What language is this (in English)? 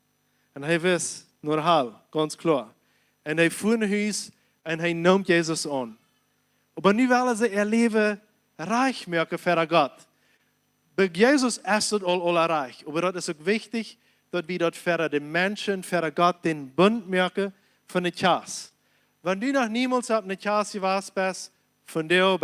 Plautdietsch